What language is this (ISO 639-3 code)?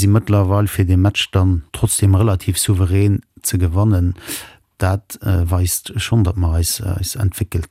ltz